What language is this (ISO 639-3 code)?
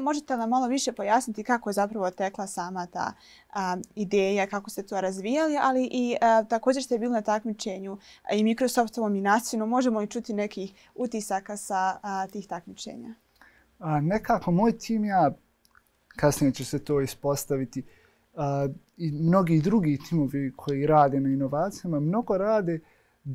bos